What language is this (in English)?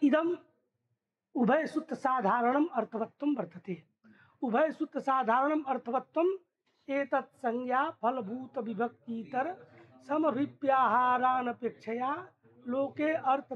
Sanskrit